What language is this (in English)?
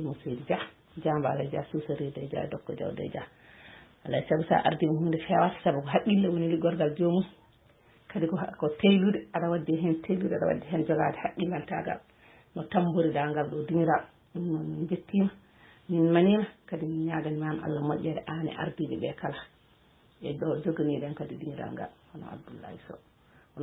Fula